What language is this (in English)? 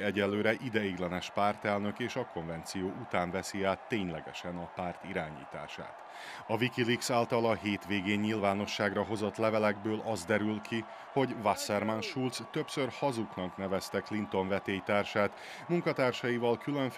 Hungarian